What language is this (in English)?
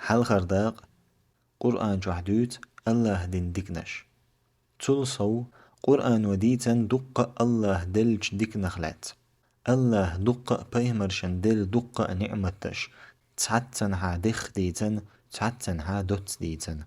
Chechen